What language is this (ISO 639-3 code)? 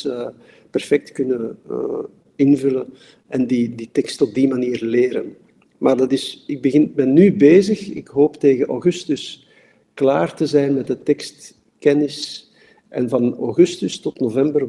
nld